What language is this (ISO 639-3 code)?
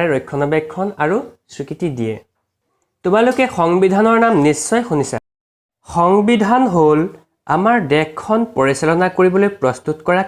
asm